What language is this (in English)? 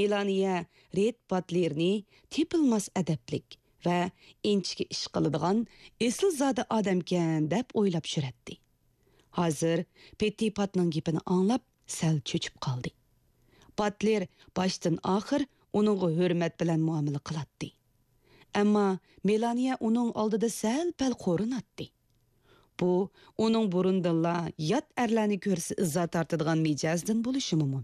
Uyghur